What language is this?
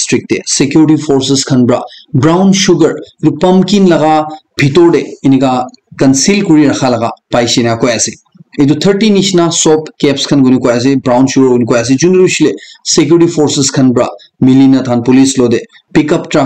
Naga Pidgin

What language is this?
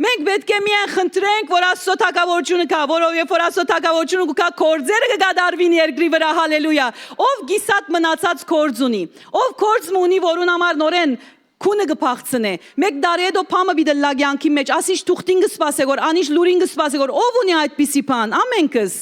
Western Armenian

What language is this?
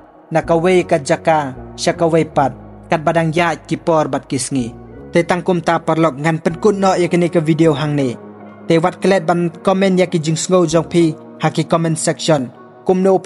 Khasi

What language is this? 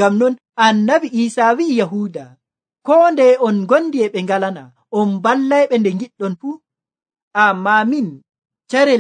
Nigerian Fulfulde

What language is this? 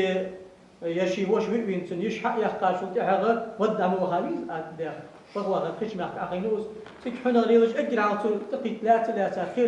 Ingush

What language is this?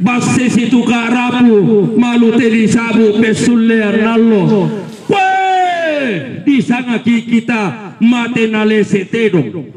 Toraja-Sa'dan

